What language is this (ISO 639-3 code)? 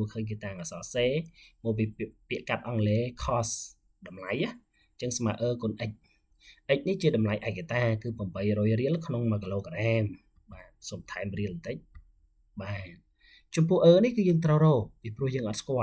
khm